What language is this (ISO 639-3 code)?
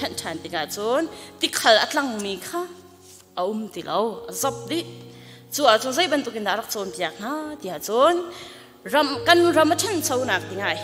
cnh